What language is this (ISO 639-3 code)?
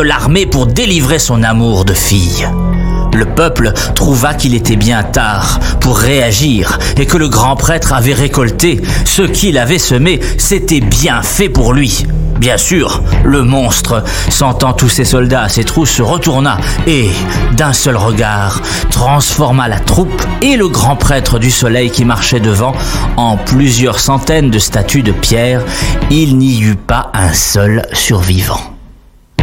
fra